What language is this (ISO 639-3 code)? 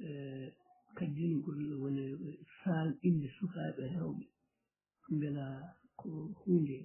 ful